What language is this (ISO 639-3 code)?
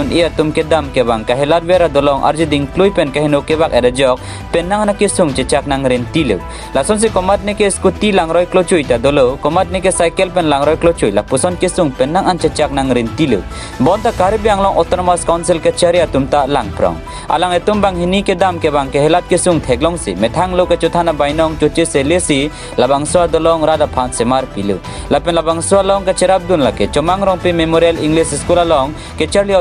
mjw